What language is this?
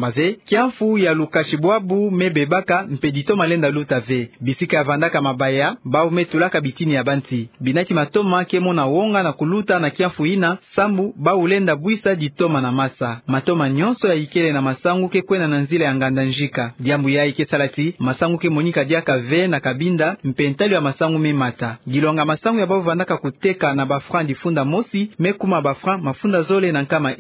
Kituba (Democratic Republic of Congo)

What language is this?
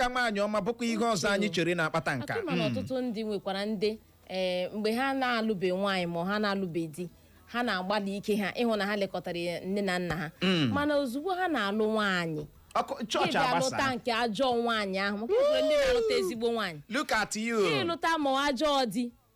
Igbo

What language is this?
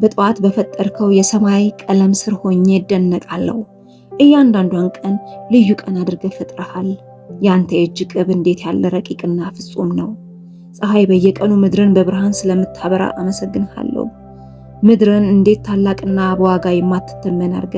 Amharic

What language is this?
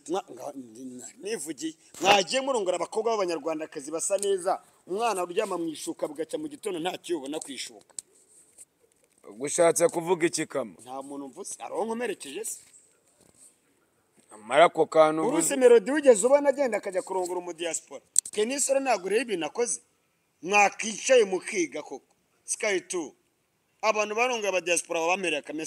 Kinyarwanda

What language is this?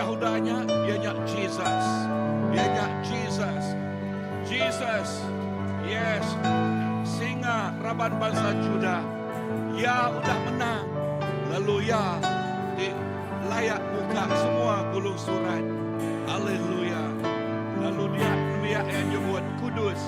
Iban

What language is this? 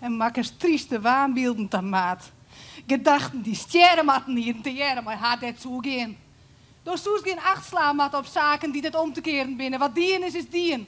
Western Frisian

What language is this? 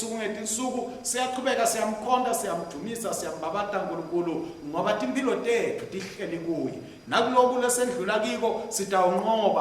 Swati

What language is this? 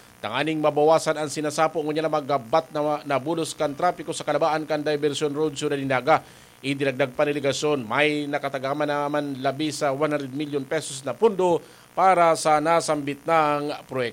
Bikol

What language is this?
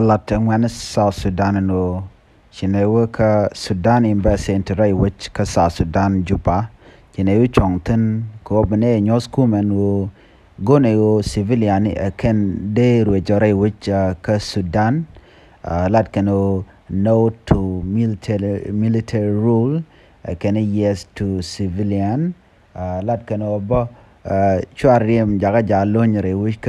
Nuer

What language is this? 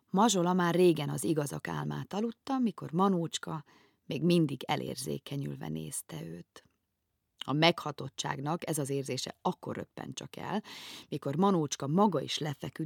Hungarian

